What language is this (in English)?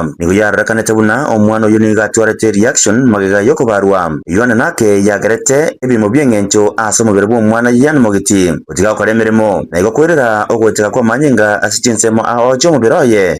Gusii